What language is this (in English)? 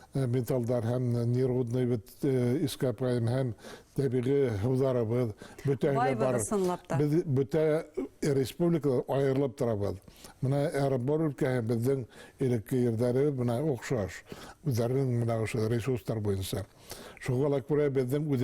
Bashkir